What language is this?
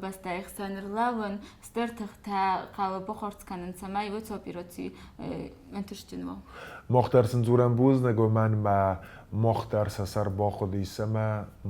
Ossetic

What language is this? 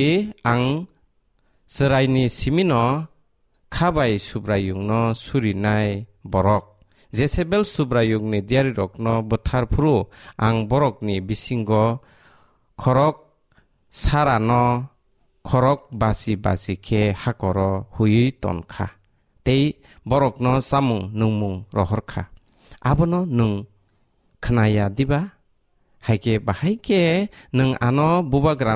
Kok Borok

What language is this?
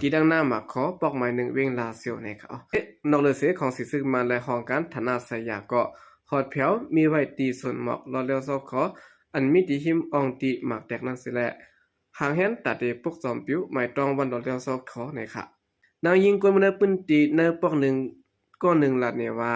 Shan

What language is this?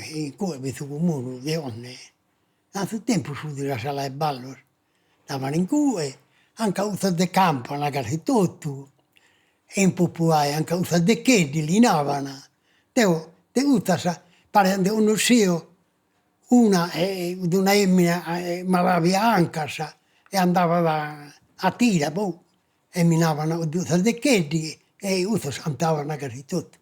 Sardinian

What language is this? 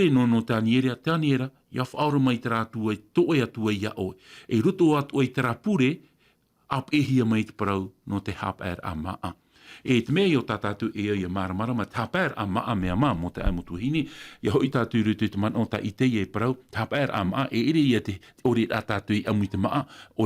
Tahitian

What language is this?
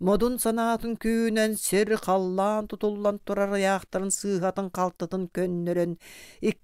Yakut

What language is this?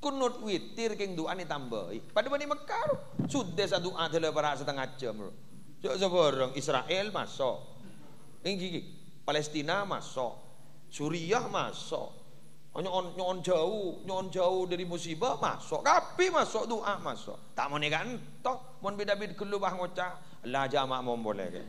Madurese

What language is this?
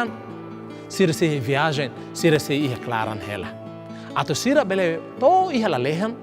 Tetum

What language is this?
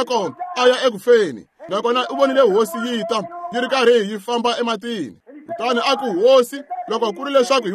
Tsonga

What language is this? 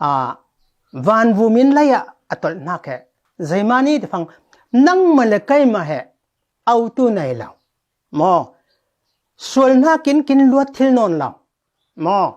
Falam Chin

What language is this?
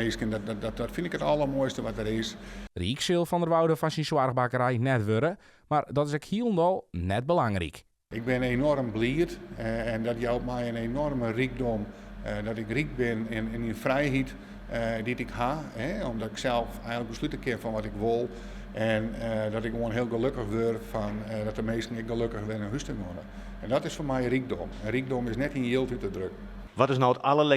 Western Frisian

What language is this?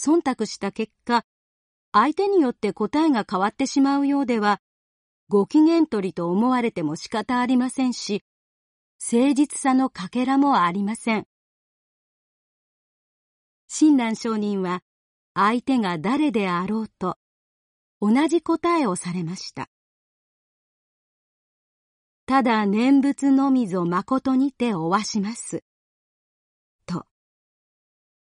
Japanese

